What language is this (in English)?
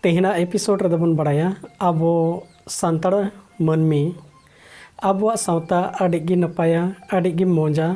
Santali